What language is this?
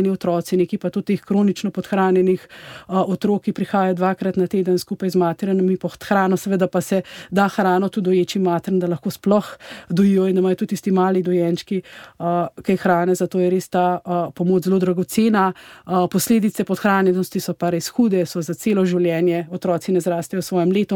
Slovenian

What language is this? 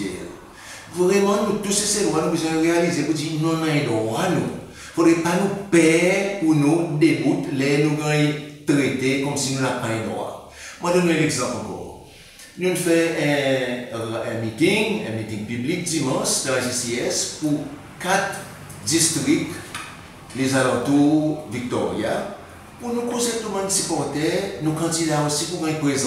Seselwa Creole French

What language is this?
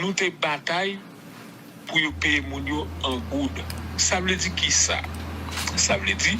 Haitian Creole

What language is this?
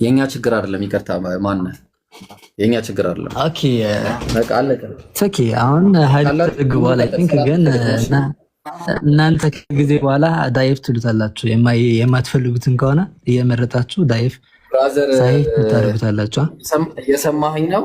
Amharic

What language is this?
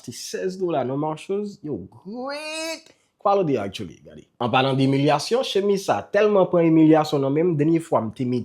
Haitian Creole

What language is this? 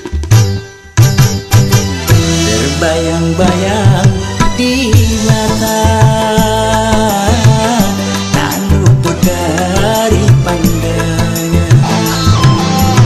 Indonesian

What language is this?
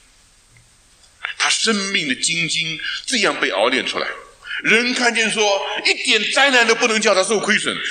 Chinese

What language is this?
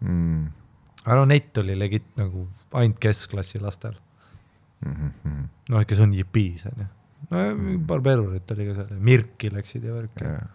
Estonian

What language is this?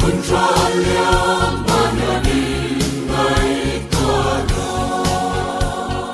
Hmar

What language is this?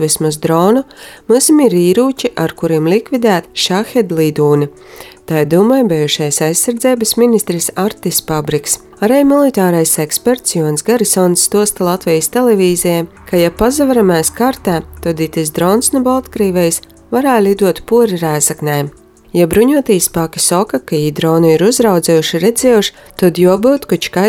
Latvian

